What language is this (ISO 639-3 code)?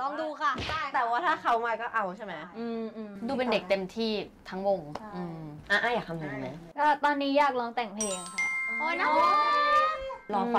tha